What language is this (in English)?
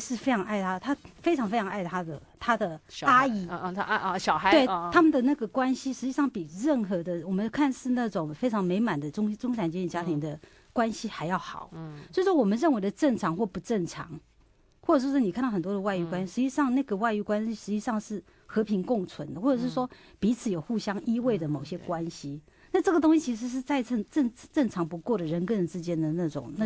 Chinese